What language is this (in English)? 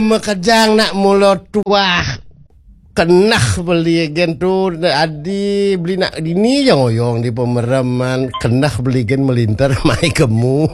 Balinese